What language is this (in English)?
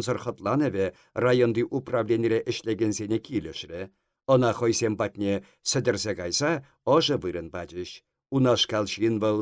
Chuvash